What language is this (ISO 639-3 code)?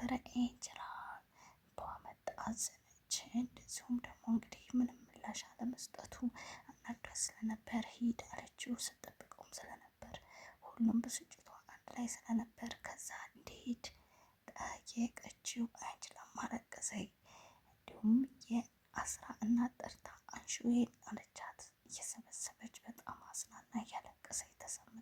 amh